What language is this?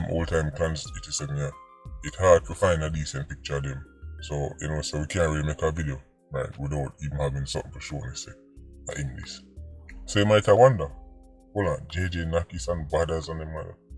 Jamaican Creole English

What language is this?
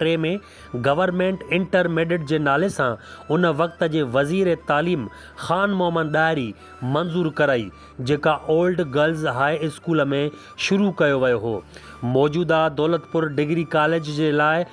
Sindhi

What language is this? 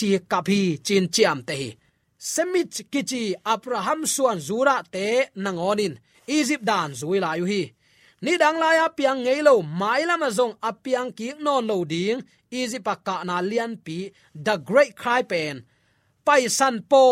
Tedim Chin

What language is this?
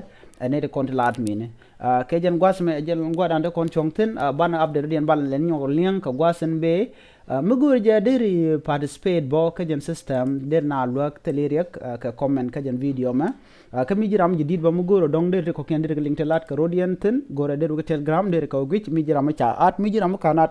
Nuer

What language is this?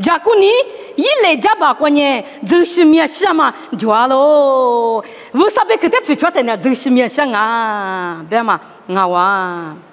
Lisu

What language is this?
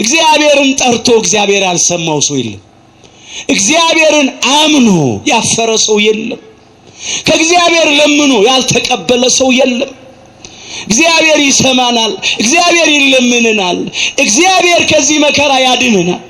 Amharic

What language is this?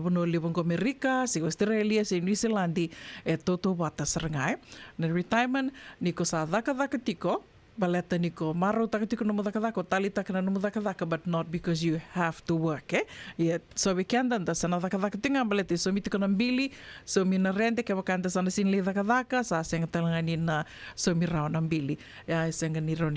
Fijian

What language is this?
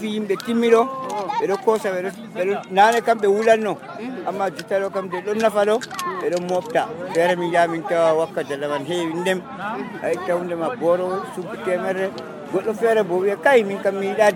Nigerian Fulfulde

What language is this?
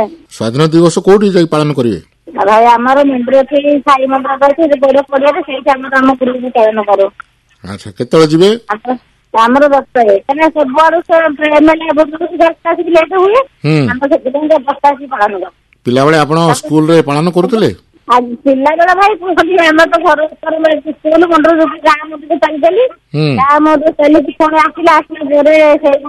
Odia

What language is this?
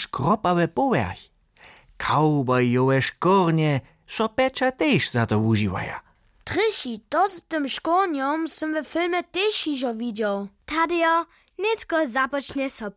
Upper Sorbian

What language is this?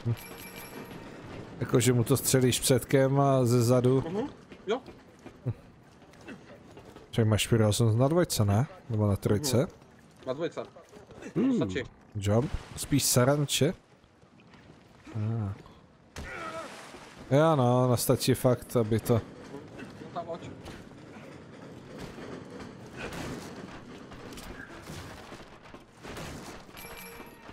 Czech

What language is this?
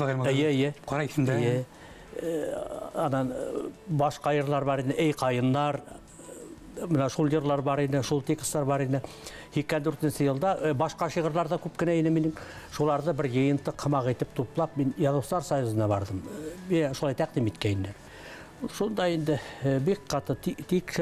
Bashkir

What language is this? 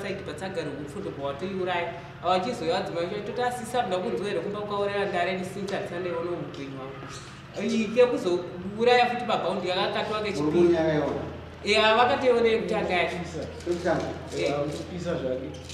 Shona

